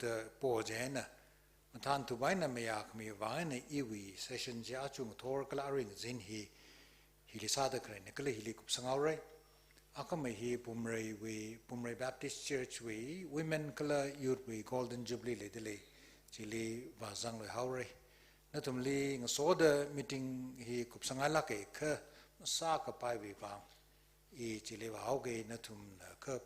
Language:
Tangkhul Naga (India)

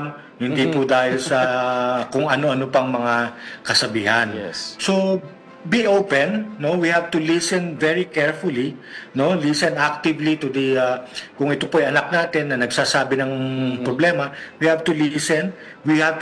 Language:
Filipino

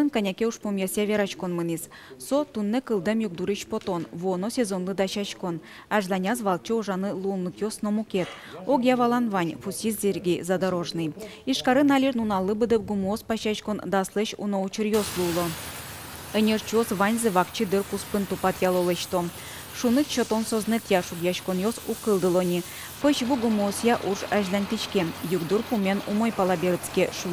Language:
Udmurt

